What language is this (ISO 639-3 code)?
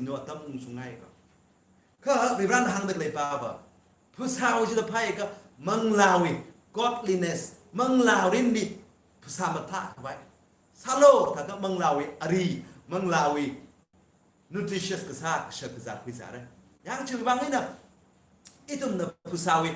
nmf